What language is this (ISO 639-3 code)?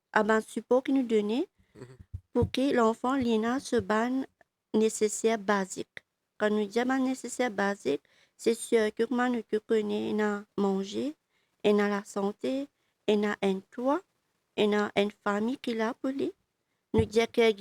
mfe